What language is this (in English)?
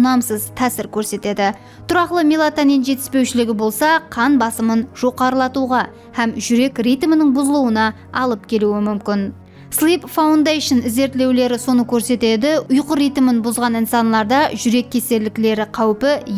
Kara-Kalpak